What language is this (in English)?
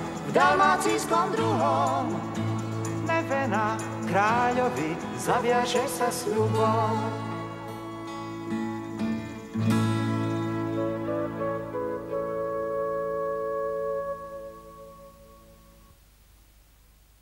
Slovak